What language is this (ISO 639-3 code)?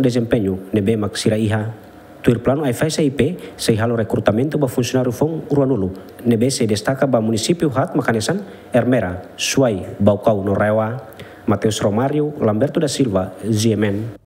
tet